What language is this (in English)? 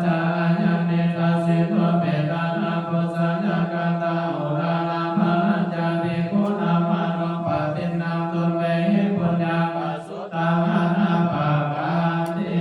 Pali